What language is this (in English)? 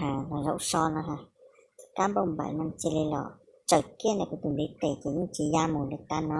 Hmong